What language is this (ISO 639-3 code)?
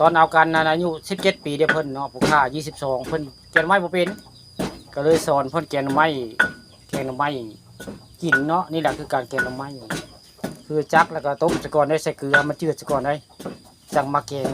tts